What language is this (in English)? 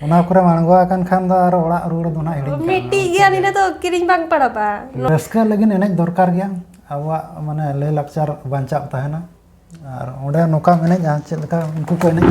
Santali